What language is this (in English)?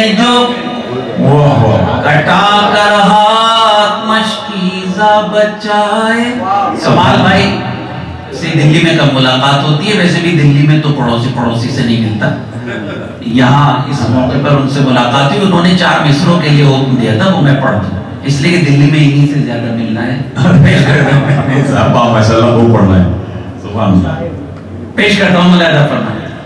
Urdu